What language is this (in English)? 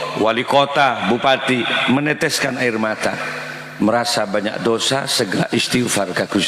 Madurese